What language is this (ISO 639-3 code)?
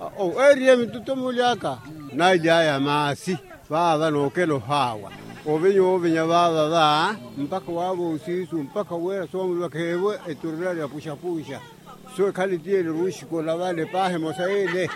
vmw